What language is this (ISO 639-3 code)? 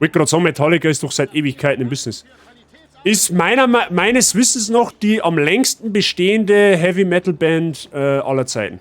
bar